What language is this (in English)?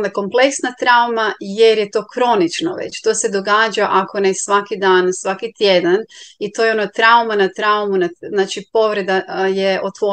Croatian